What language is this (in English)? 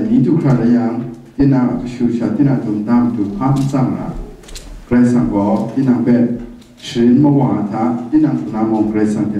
Kachin